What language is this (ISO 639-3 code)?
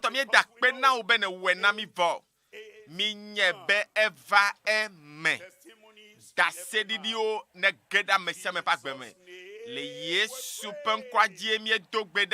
ewe